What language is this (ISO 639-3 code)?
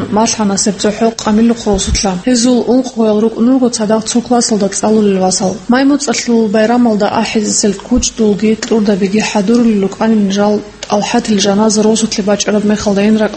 ava